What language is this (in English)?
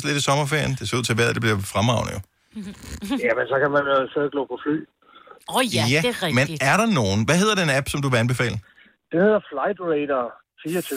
Danish